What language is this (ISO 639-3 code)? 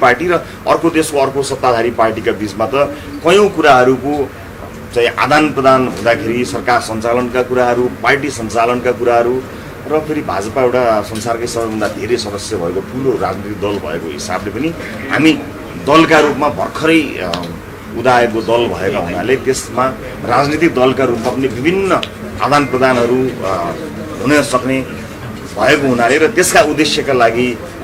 nep